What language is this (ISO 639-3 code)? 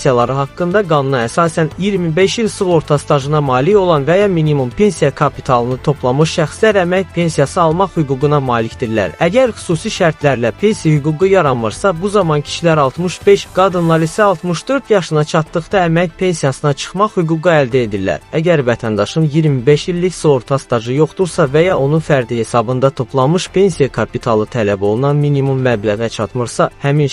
aze